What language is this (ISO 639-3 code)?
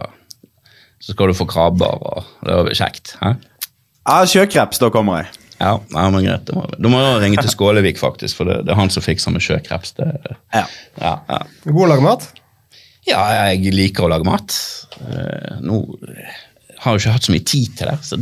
nor